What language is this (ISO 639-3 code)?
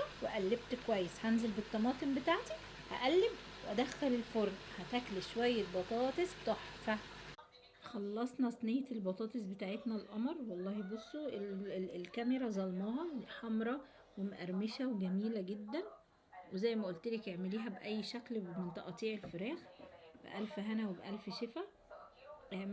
arz